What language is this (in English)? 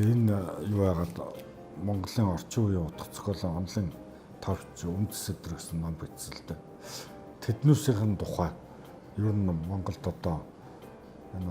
Mongolian